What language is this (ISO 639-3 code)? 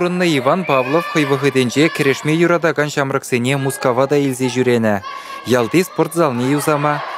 chv